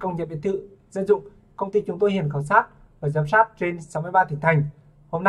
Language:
Vietnamese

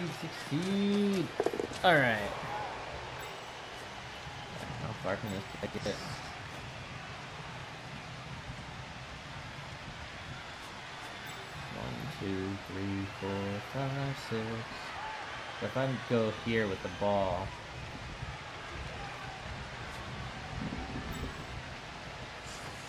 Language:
English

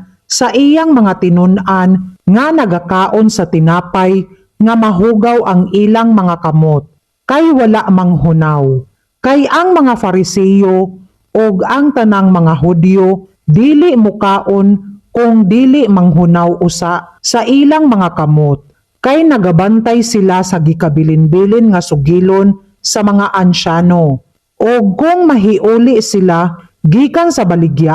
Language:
Cebuano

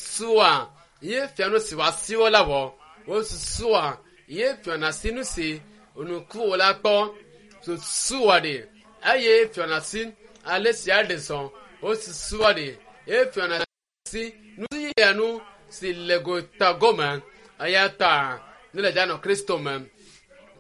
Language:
Ewe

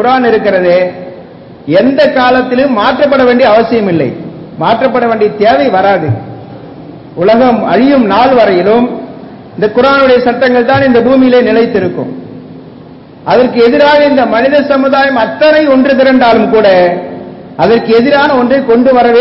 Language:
Tamil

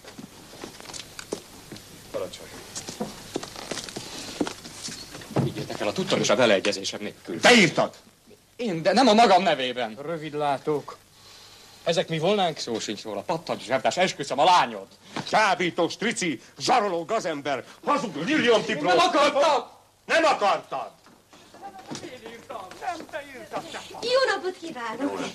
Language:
Hungarian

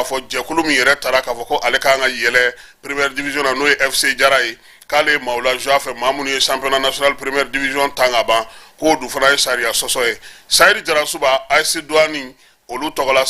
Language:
Bambara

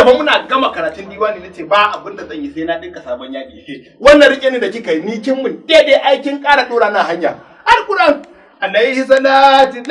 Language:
Hausa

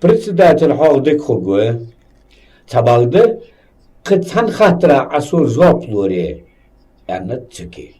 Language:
Ingush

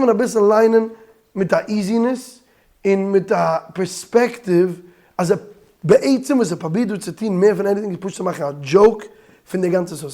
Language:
Yiddish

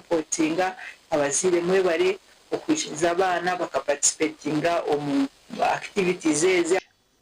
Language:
Nyankole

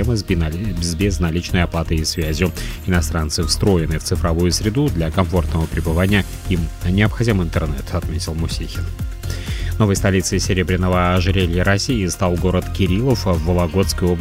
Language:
Russian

